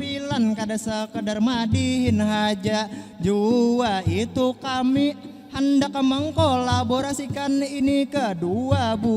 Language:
Banjar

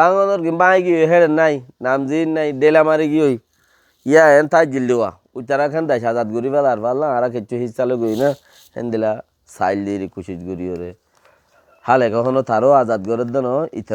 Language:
Rohingya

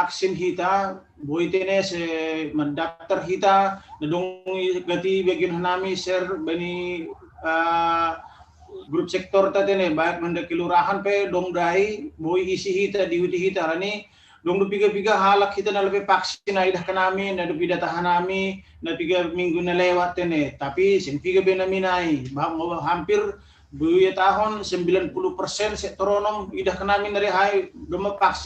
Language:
Batak Simalungun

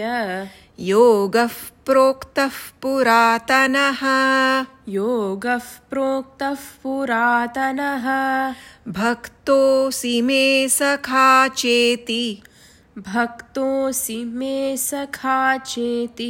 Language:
Sanskrit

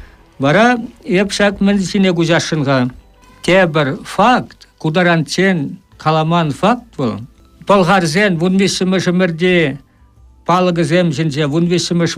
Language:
Chuvash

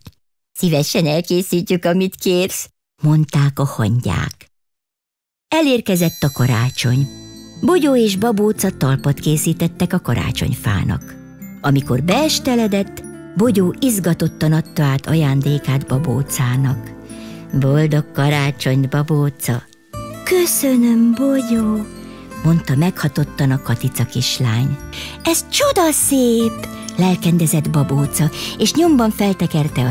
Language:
Hungarian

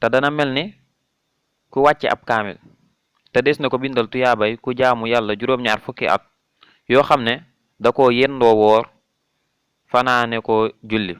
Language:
Wolof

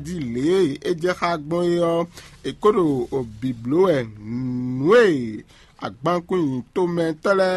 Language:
Fon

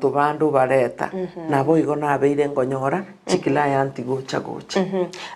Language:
Gusii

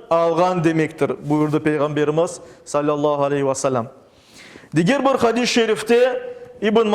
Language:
Crimean Tatar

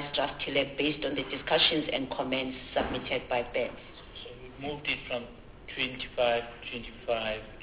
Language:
English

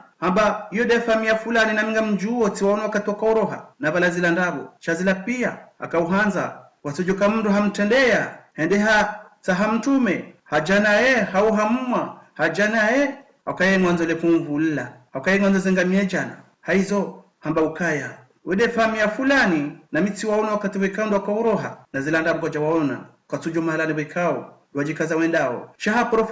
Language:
Ngazidja Comorian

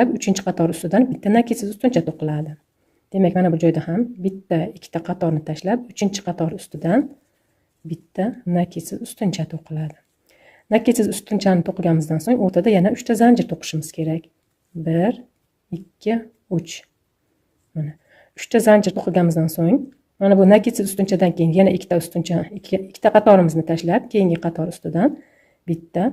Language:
Uzbek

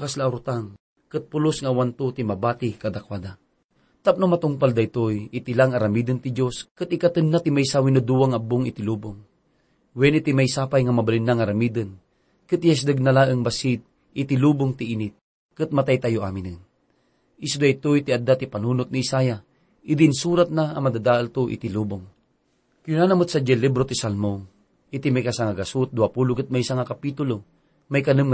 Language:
Iloko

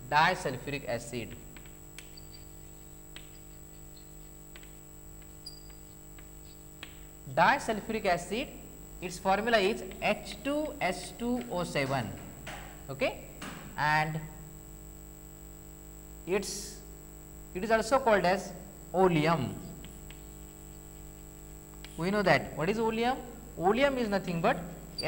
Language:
English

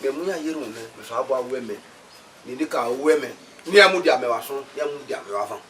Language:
Bini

